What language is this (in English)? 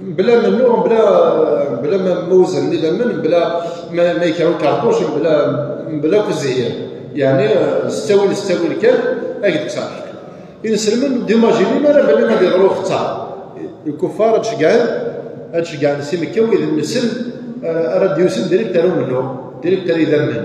Kabyle